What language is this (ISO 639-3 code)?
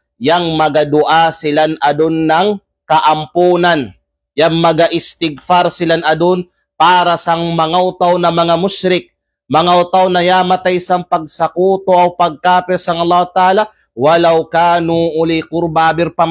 kqe